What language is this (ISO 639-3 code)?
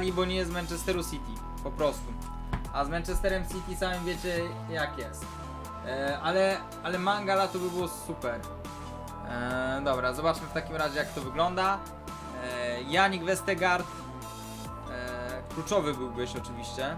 pol